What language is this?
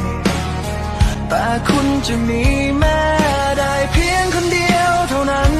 Lao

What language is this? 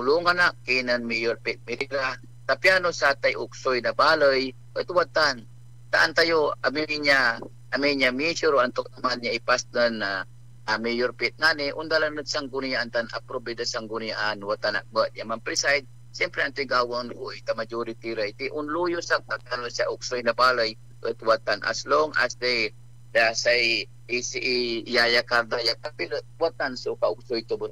Pangasinan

